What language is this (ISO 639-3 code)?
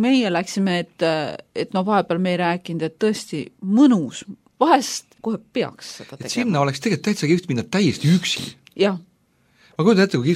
est